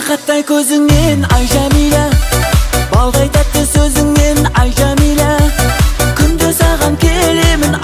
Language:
Kazakh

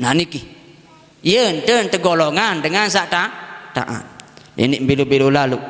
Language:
Sasak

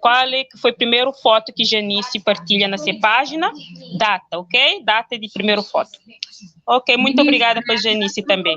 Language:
Kabuverdianu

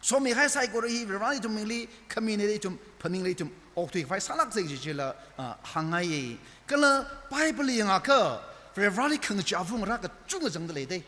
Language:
Tangkhul Naga (India)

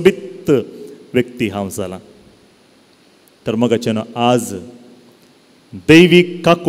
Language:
Konkani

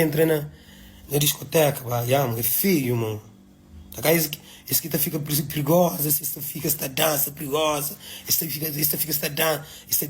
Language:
Kabuverdianu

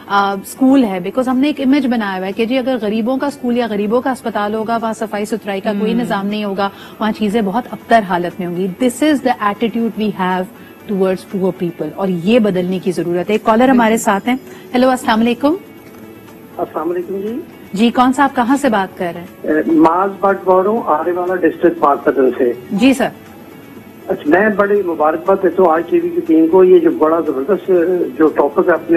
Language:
Urdu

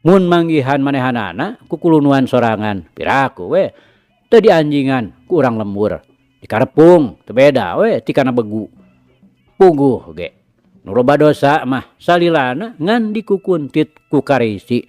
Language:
Sundanese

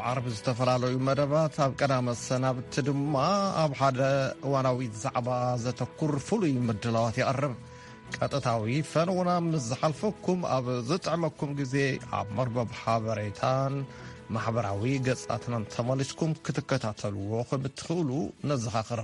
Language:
Tigrinya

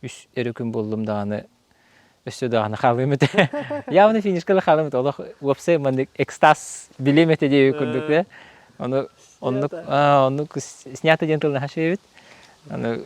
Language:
Yakut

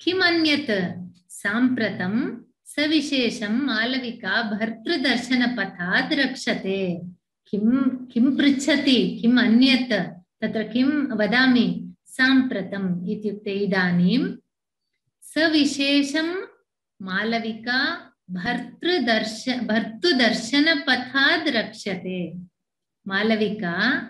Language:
Sanskrit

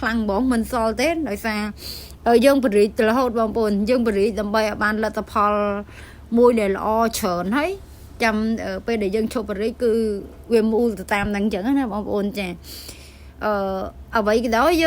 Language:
Khmer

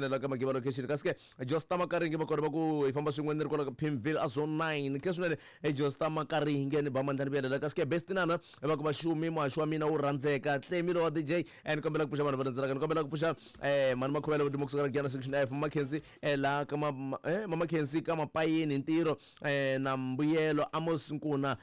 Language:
Tsonga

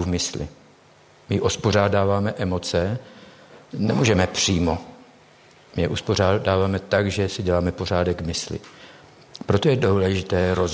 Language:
Czech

